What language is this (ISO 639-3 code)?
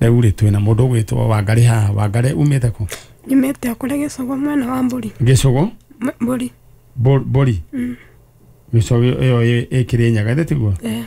kik